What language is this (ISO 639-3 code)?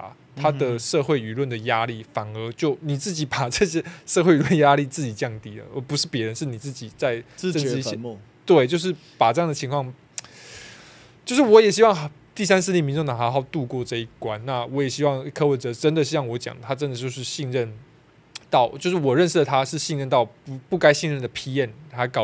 zho